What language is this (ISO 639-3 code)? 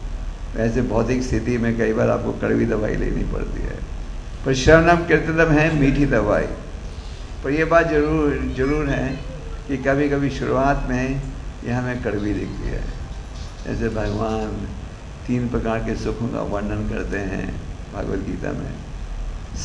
hin